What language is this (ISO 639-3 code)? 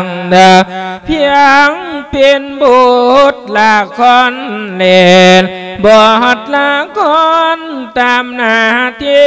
lao